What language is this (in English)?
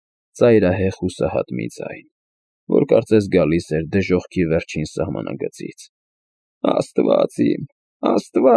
Armenian